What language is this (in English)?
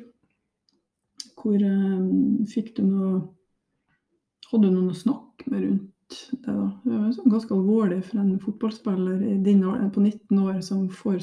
Norwegian